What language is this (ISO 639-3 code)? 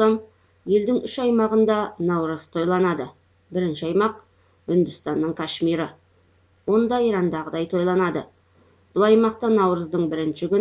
kaz